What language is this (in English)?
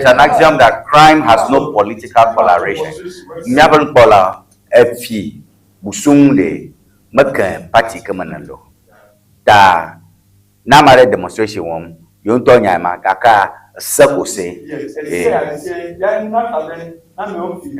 Ewe